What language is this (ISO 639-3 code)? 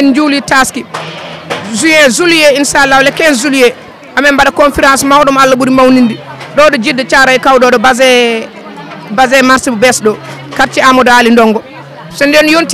ful